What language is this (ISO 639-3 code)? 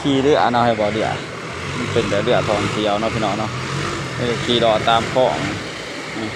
tts